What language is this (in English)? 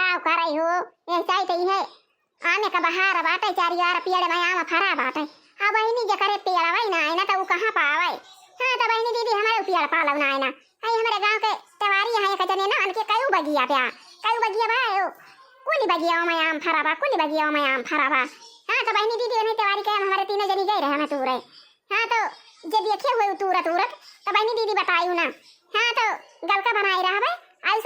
Awadhi